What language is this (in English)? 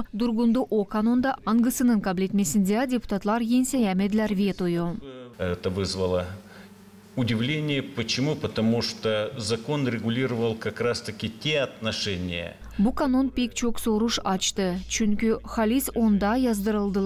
Gagauz